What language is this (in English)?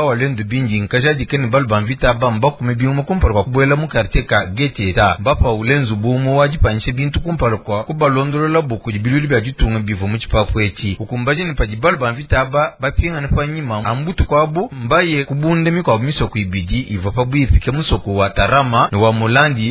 Luba-Lulua